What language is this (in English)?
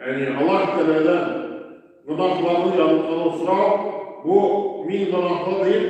Tatar